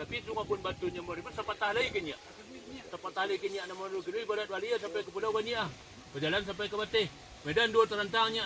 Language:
Minangkabau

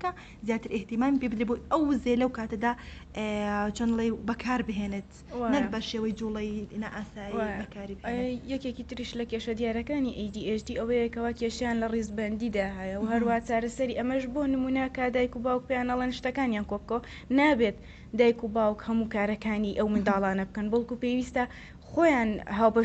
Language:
Central Kurdish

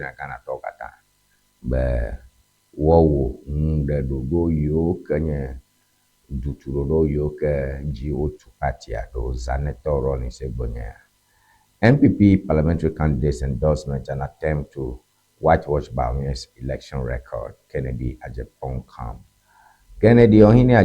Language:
Ewe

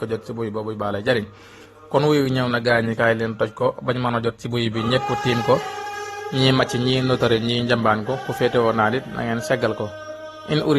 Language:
Wolof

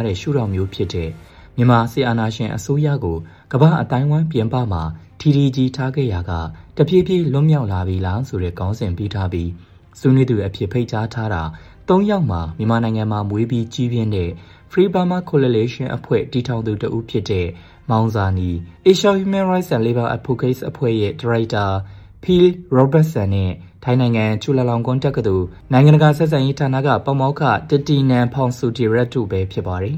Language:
Burmese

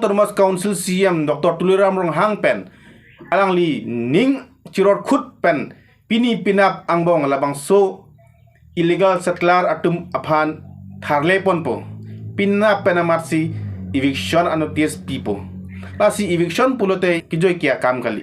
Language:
Karbi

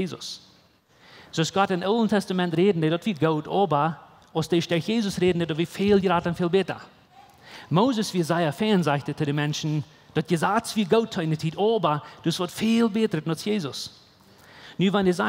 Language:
Plautdietsch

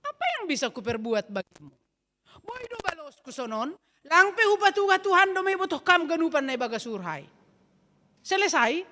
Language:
Batak Simalungun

